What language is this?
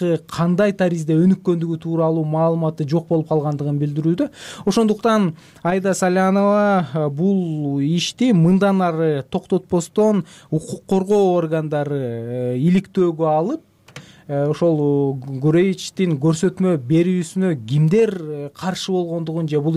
Kyrgyz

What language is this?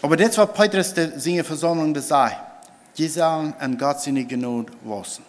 Plautdietsch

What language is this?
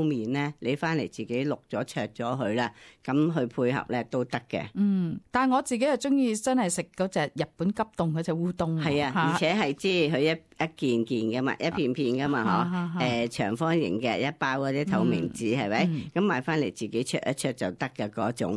Cantonese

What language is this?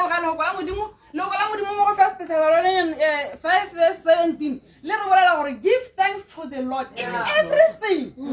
Tswana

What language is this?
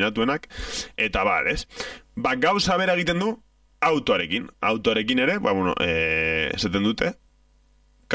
Basque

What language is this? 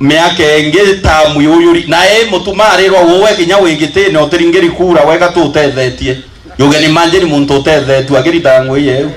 Meru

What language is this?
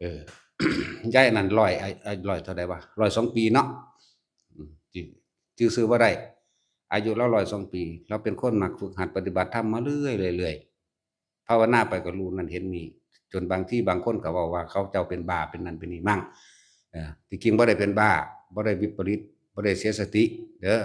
Northeastern Thai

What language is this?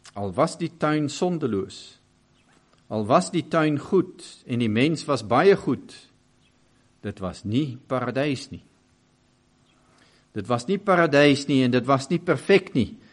Afrikaans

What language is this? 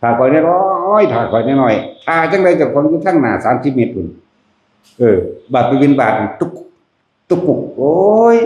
Northeastern Thai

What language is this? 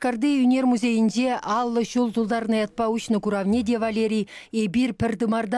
Chuvash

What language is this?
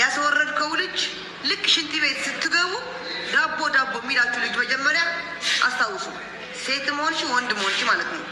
Amharic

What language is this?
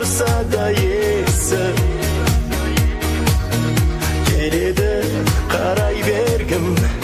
Kazakh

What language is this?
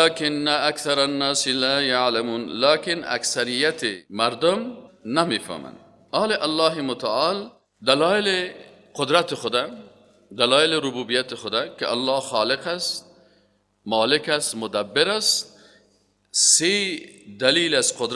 Persian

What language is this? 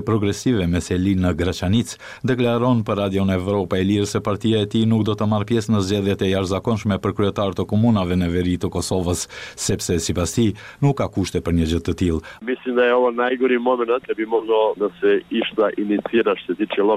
Albanian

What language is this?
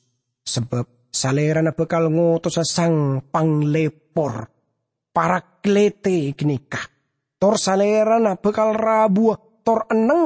Madurese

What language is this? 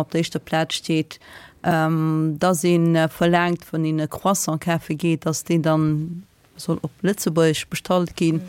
Luxembourgish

